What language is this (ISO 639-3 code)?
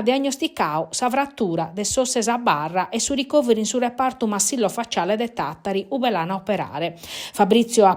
srd